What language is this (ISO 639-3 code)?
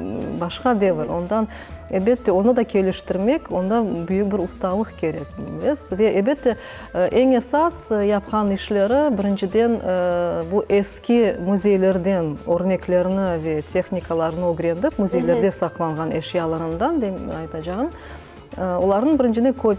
crh